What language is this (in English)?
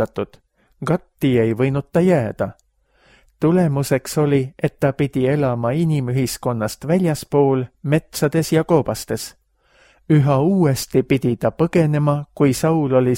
Estonian